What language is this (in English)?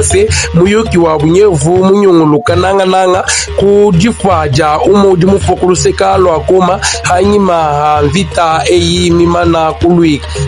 Luba-Lulua